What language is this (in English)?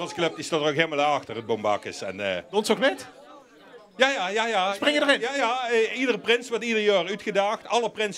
Limburgish